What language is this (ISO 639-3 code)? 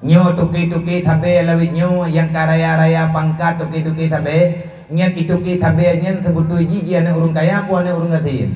ace